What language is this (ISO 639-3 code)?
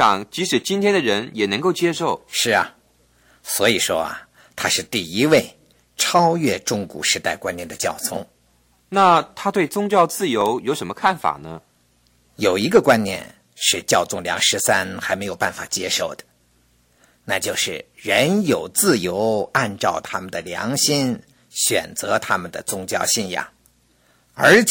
zho